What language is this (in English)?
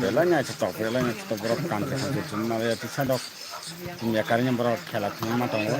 Kok Borok